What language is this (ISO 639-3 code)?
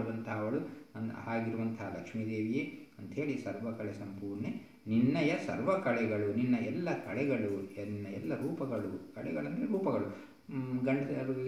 kan